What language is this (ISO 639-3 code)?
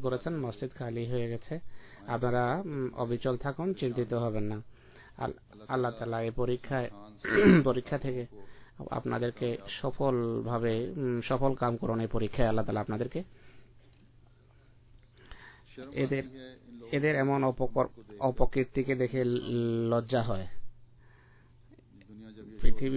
ben